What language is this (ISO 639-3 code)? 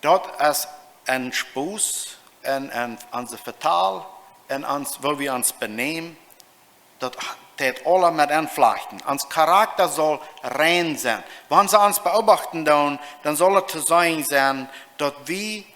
pdt